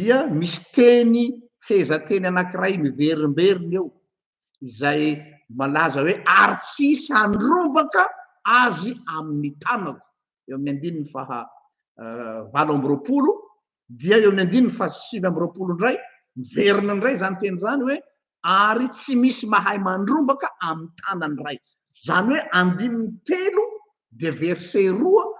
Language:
Malagasy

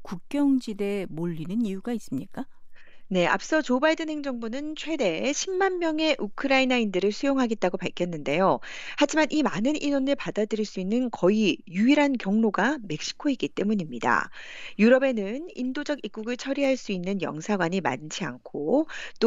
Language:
Korean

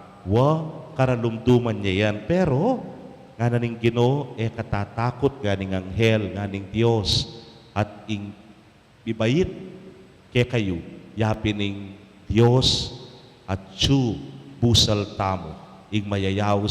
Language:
Pampanga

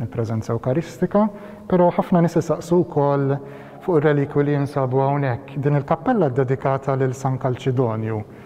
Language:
Maltese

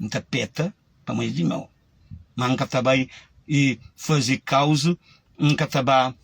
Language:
Kabuverdianu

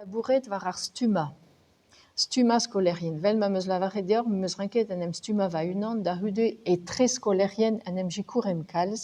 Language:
Breton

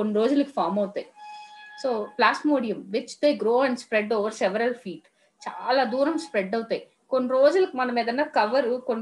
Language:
Telugu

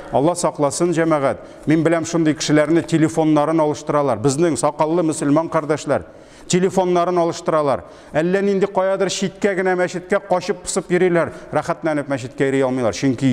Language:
Tatar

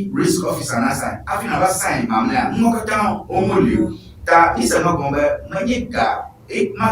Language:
Ewe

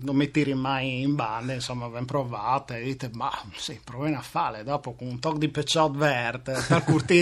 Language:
Friulian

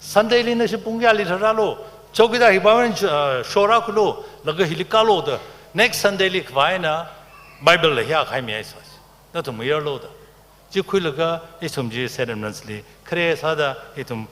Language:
Tangkhul Naga (India)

